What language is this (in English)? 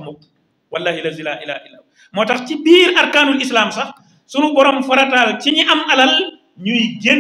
Wolof